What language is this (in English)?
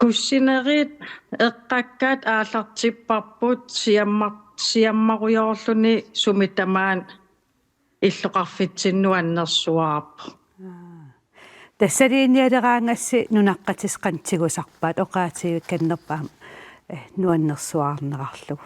Kalaallisut